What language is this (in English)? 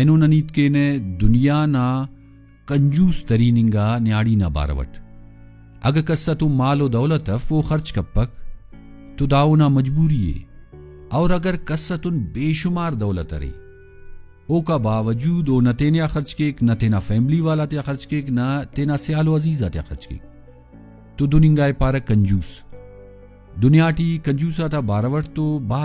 Brahui